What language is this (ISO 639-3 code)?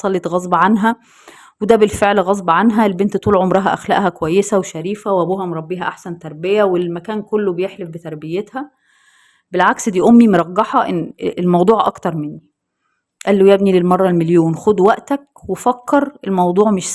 arz